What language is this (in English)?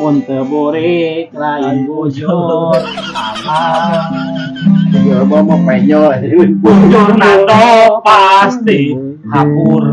Sundanese